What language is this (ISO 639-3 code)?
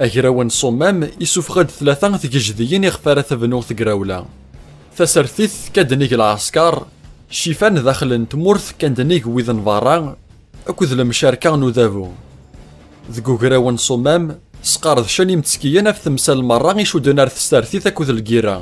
kab